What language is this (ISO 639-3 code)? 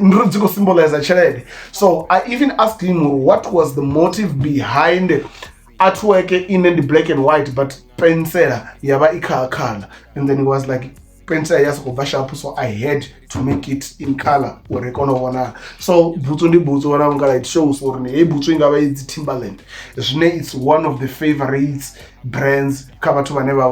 ven